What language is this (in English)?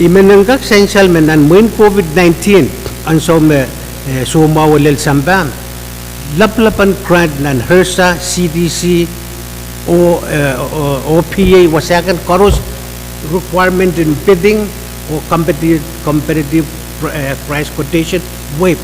Pohnpeian